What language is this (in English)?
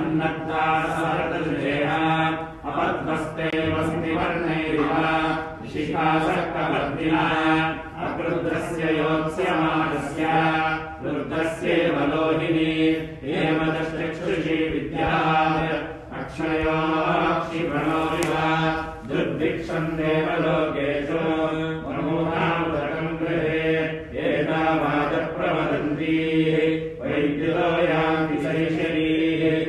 Sanskrit